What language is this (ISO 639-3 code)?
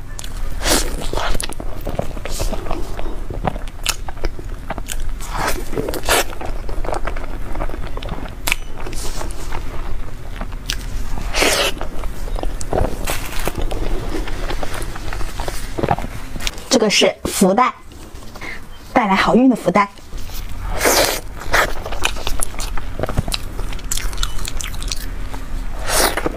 zho